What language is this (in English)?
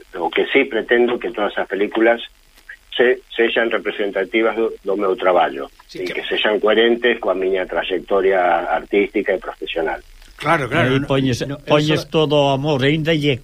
Galician